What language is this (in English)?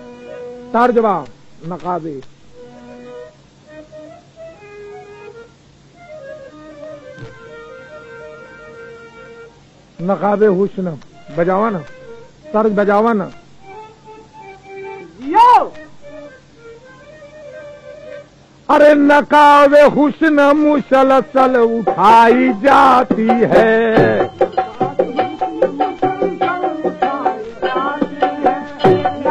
Bhojpuri